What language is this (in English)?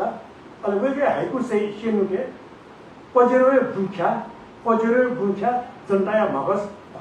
Newari